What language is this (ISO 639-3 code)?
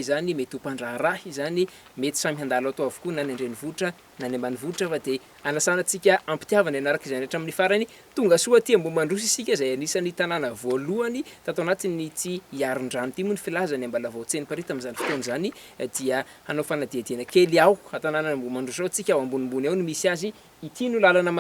mlg